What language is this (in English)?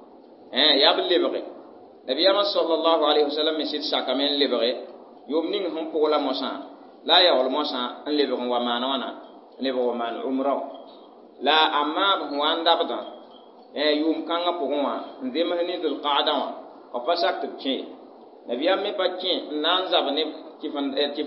Mossi